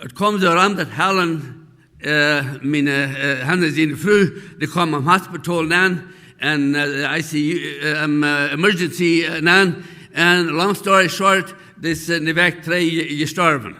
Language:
Plautdietsch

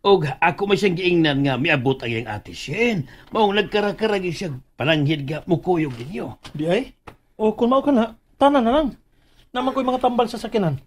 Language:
Cebuano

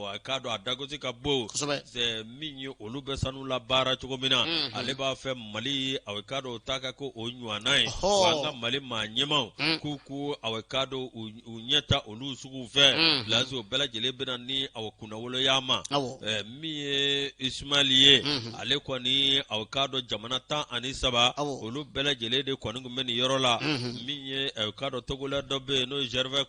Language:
Bambara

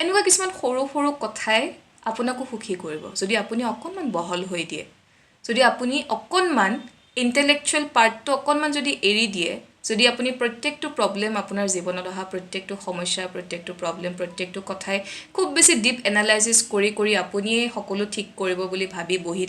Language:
Assamese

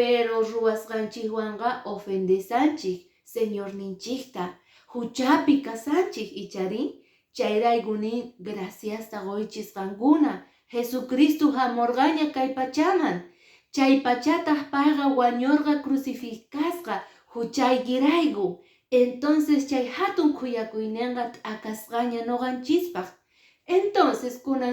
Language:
Quechua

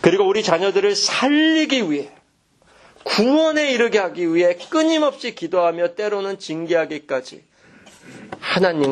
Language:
Korean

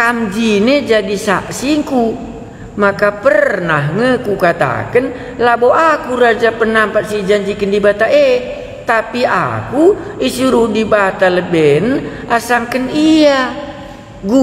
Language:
Batak Karo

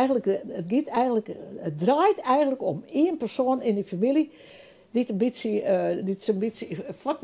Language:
Western Frisian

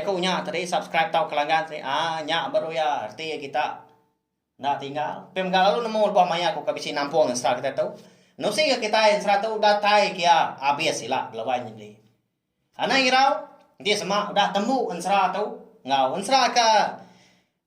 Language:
Iban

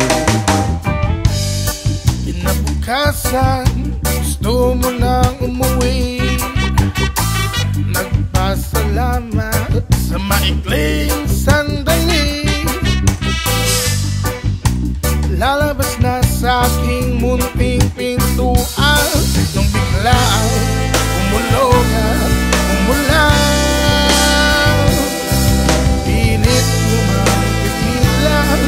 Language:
Filipino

